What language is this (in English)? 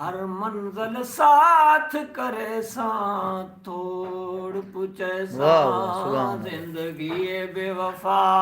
Saraiki